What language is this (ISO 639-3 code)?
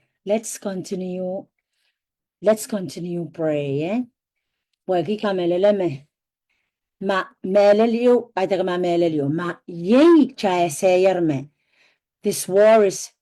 pon